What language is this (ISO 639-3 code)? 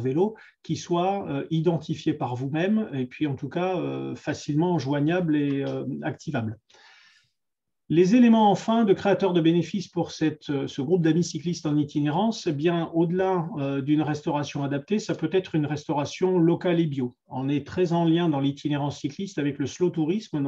fra